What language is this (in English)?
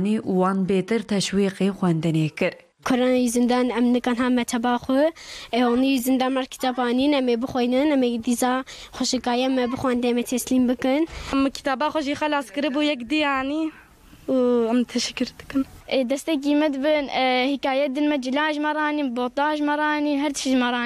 Kurdish